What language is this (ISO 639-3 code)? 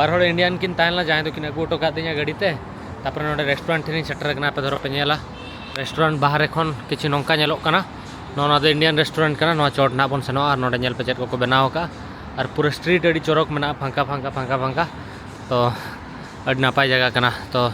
sat